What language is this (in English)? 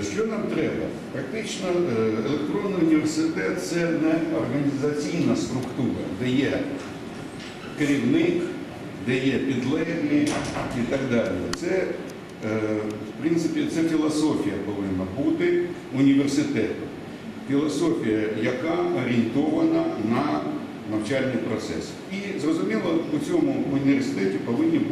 Ukrainian